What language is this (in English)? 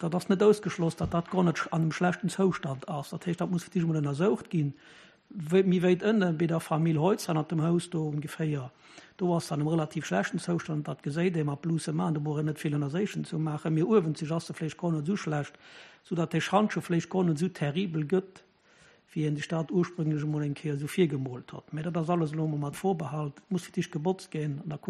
Luxembourgish